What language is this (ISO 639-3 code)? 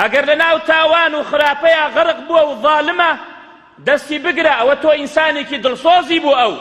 ckb